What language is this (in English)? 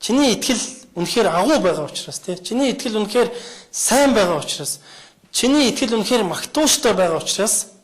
Mongolian